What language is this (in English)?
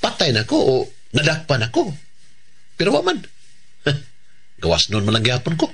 Cebuano